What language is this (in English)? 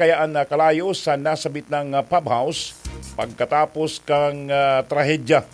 Bikol